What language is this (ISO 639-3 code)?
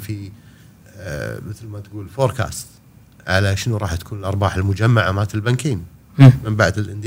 afb